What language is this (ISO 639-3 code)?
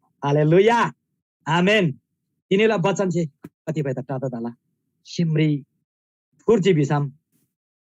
taj